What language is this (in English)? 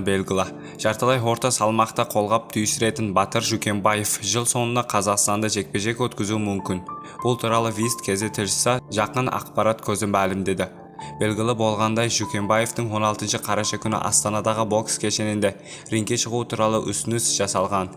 Kazakh